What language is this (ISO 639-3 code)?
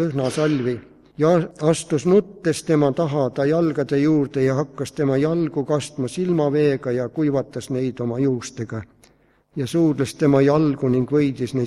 est